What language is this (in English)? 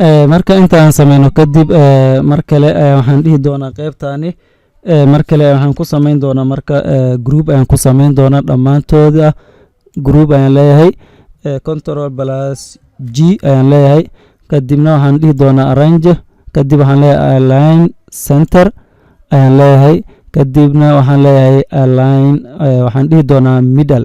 Somali